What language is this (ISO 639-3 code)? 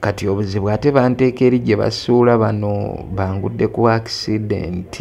lug